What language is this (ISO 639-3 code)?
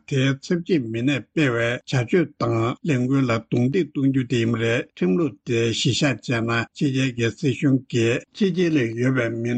bod